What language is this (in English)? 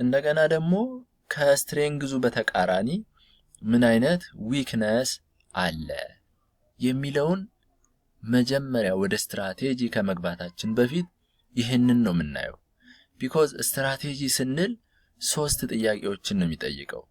Amharic